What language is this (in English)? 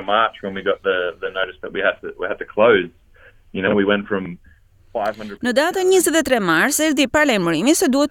Albanian